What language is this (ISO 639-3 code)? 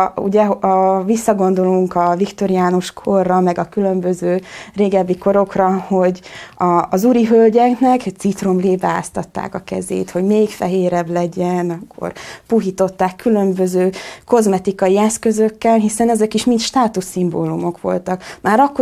hun